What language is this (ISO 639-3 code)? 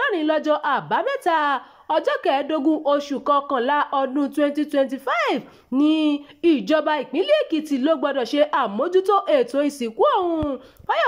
yor